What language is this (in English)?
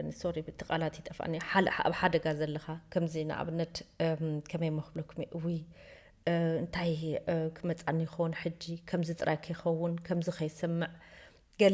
Tigrinya